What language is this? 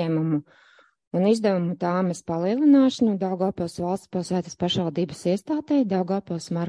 Latvian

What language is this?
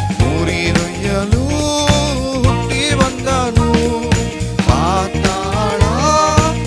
Kannada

